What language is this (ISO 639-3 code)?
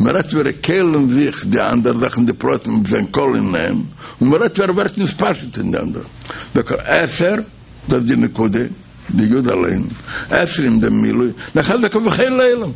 yid